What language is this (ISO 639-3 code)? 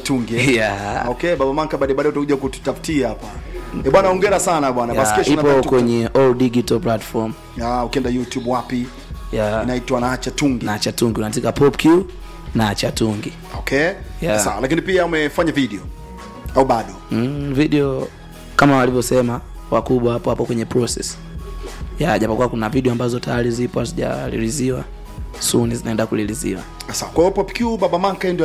swa